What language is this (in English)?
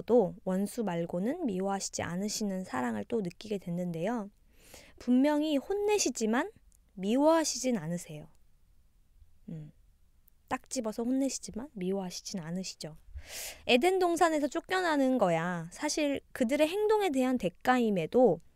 Korean